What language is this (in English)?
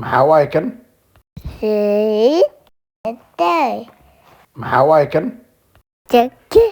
Somali